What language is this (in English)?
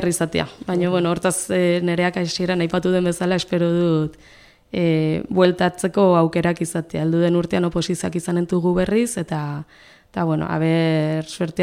Basque